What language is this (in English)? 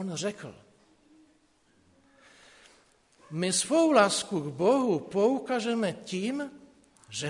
Czech